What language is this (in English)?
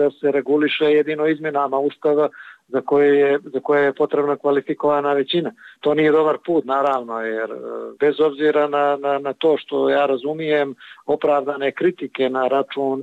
Bosnian